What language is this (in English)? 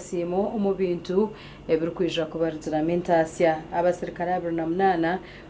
Nyankole